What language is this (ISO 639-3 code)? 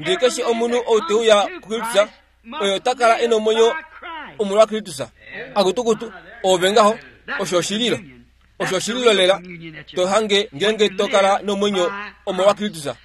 kua